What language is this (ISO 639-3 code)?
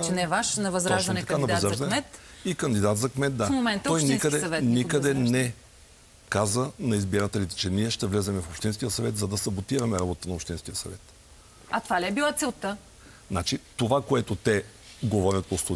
bul